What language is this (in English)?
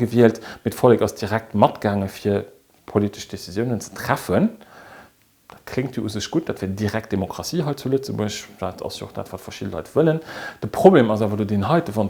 Luxembourgish